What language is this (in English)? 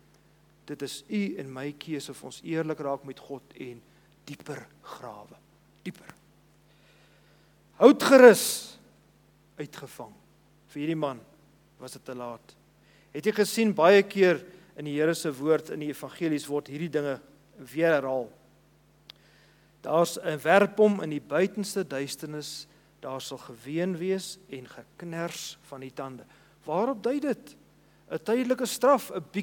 Afrikaans